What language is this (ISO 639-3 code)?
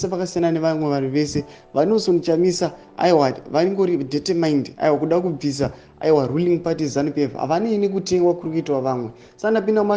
sna